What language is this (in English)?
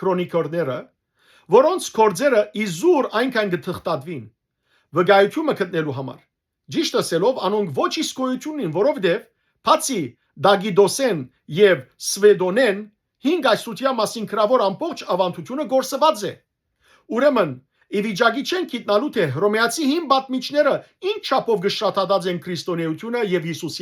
Western Armenian